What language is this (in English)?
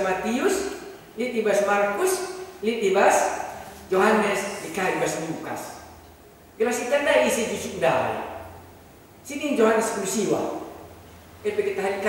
Batak Karo